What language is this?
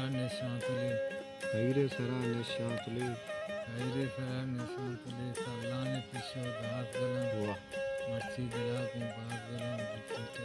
Baluchi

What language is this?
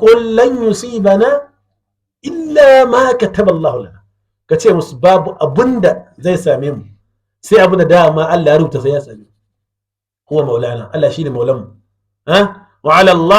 Hausa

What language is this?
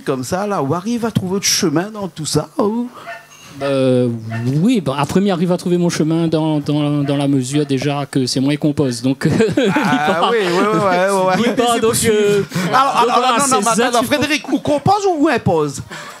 Réunion Creole French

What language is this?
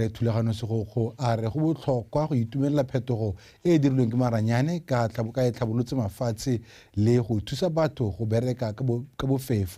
Tswana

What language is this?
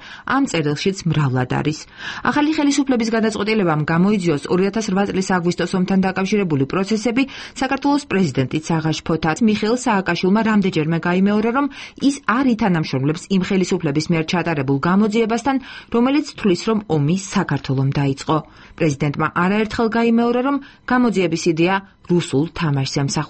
Georgian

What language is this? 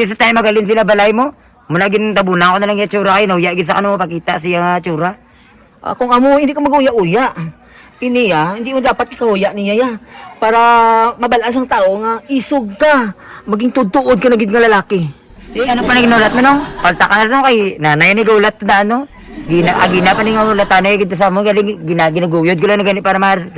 Hiligaynon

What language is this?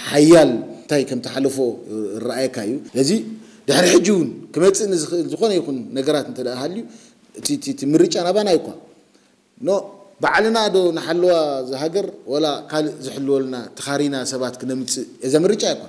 Tigrinya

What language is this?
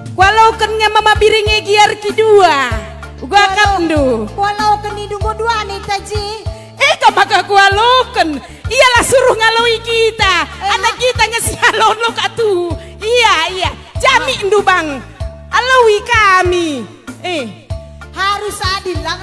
Batak Karo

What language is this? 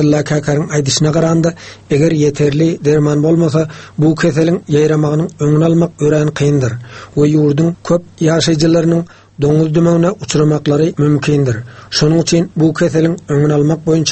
Turkmen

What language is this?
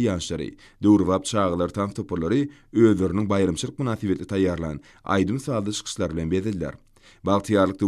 Turkmen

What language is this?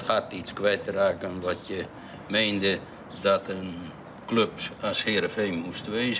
Western Frisian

